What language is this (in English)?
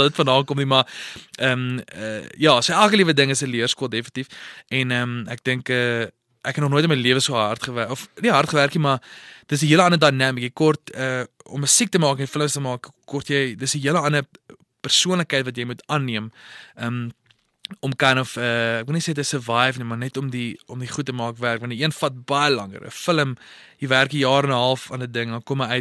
Afrikaans